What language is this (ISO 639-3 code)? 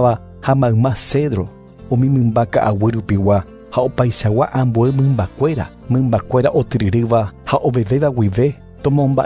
grn